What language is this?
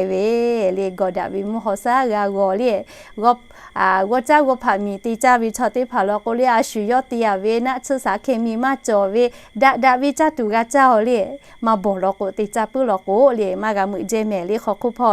Lahu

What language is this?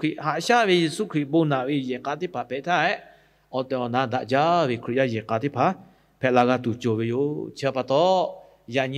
Lahu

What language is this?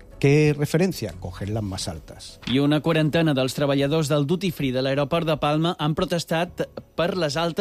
Catalan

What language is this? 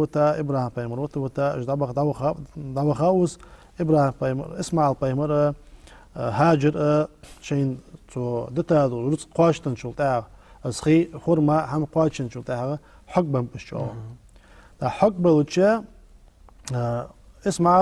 Ingush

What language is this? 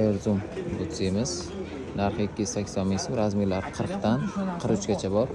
Uzbek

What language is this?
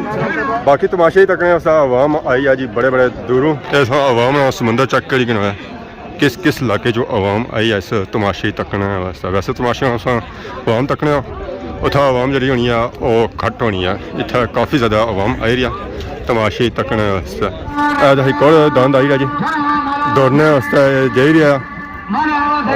Pahari-Potwari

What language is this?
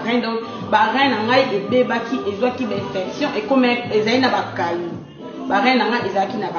Lingala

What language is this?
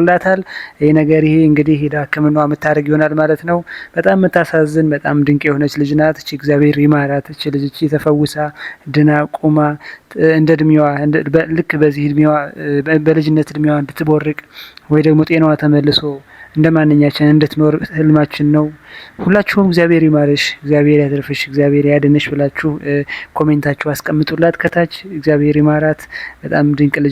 Amharic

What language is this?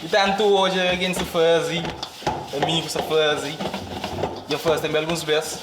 Kabuverdianu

